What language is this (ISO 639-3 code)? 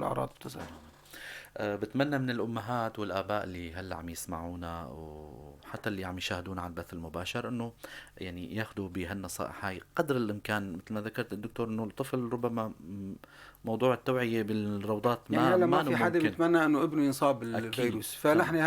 apc